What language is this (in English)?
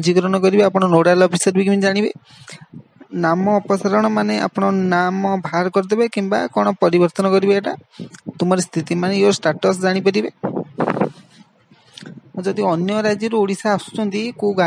Odia